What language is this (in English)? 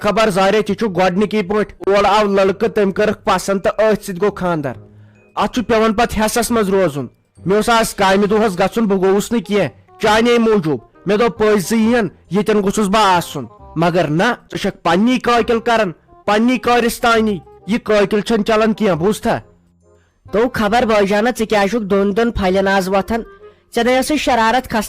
Kashmiri